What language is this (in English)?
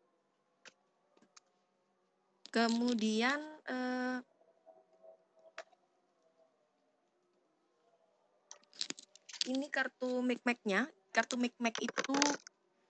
Indonesian